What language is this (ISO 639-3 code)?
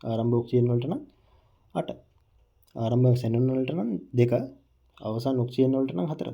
sin